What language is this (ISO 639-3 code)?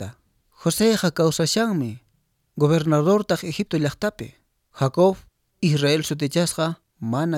que